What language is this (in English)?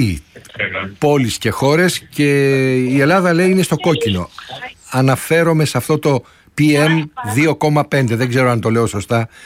Greek